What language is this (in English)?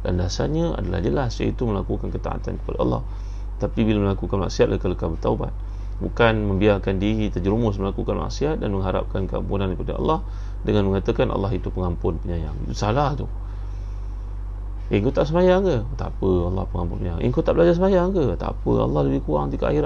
Malay